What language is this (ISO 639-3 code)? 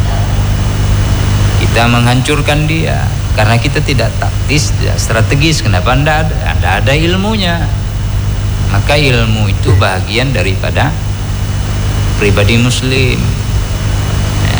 ind